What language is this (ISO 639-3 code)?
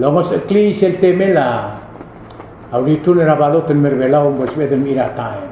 pau